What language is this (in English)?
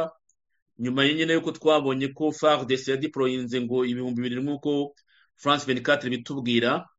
Kinyarwanda